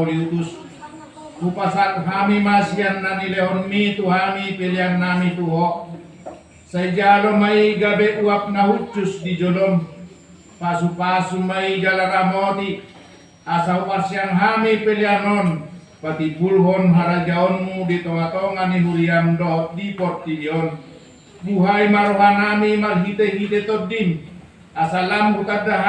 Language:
Batak Toba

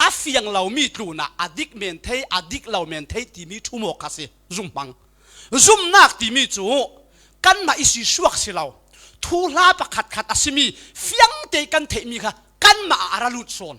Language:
Falam Chin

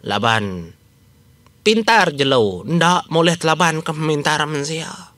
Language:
Iban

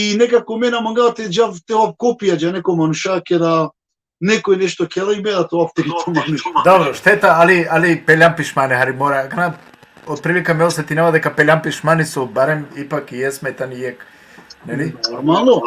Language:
Balkan Romani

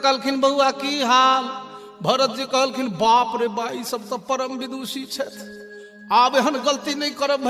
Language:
Maithili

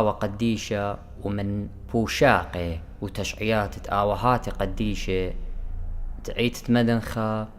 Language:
Assyrian Neo-Aramaic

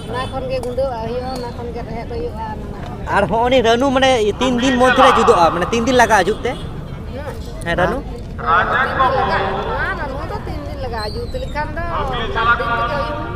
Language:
Santali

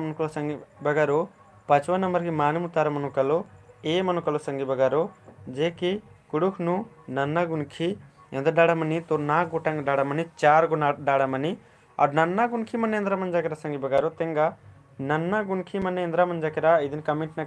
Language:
Kurukh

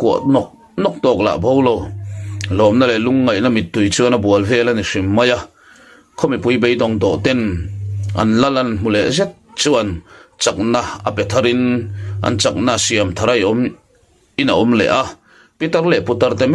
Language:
Mizo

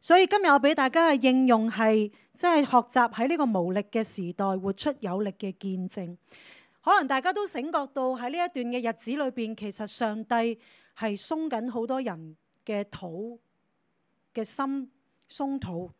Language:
Cantonese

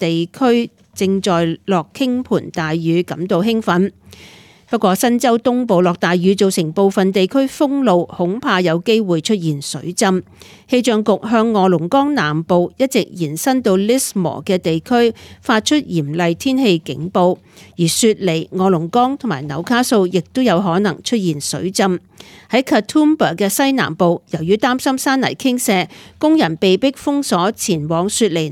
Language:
Cantonese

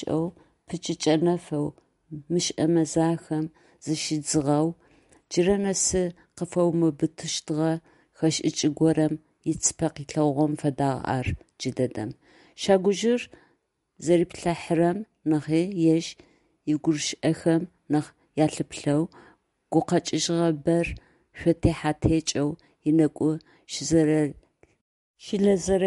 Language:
Adyghe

